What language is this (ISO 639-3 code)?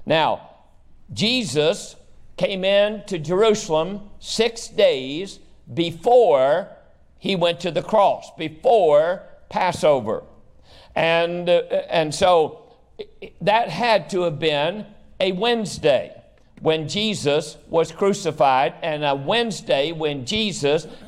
eng